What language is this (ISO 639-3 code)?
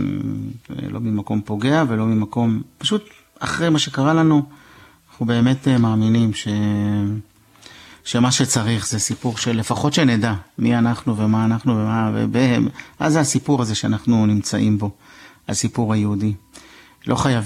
heb